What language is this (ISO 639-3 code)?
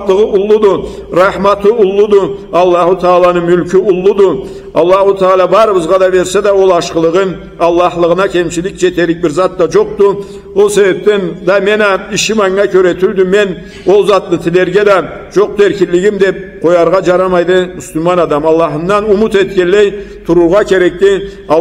krc